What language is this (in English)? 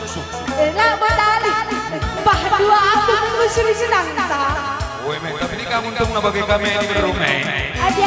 Batak Karo